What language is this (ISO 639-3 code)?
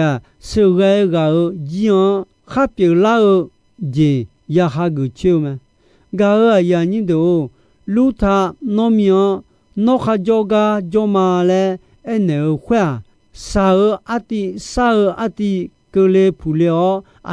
ahk